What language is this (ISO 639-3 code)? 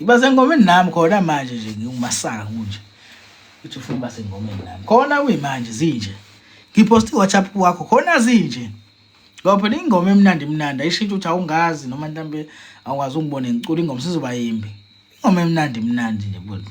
zul